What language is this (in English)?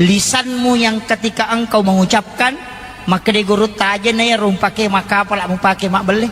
Buginese